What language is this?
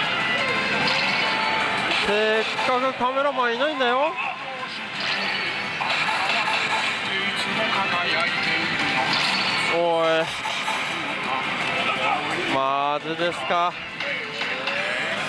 Japanese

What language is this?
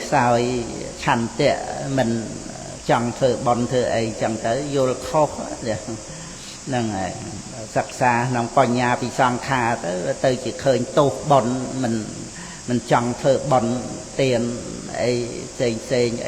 Khmer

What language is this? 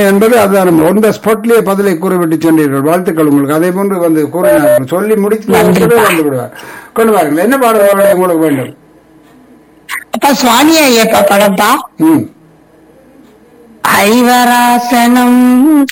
Tamil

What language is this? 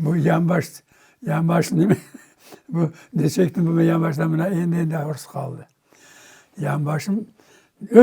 Crimean Tatar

